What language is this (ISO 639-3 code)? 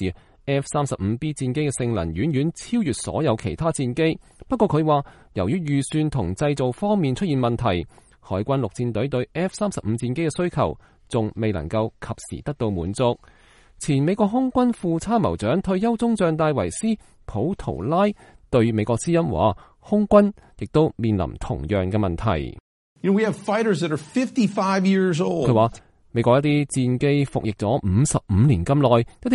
yue